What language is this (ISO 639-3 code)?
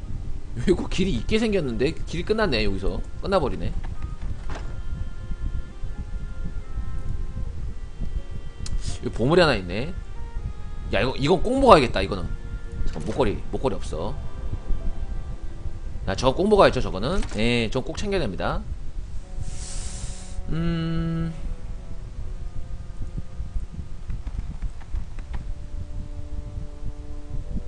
kor